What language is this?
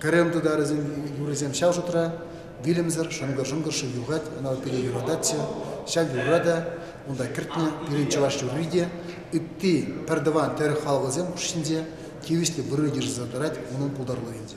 Chuvash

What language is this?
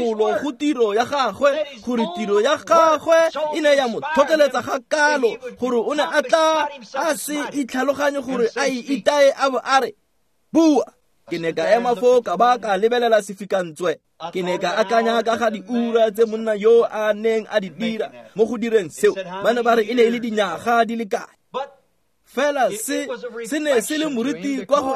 Tswana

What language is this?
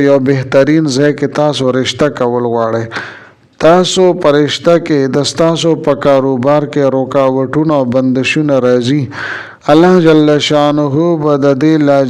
Pashto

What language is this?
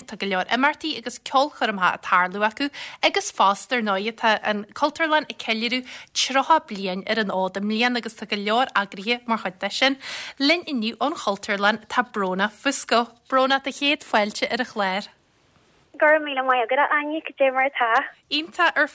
Irish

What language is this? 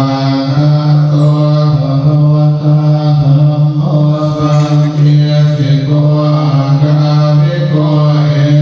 Pali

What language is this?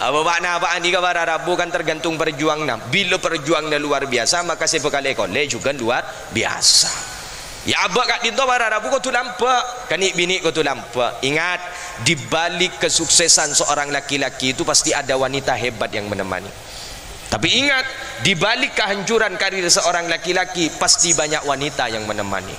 Madurese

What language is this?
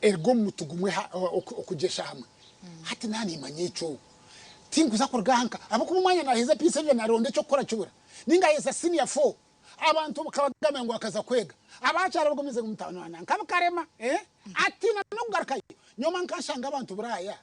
Nyankole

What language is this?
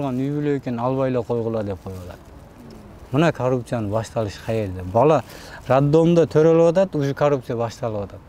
Kyrgyz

